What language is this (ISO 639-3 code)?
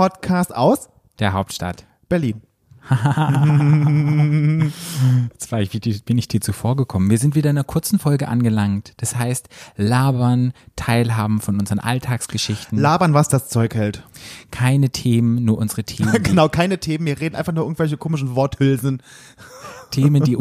deu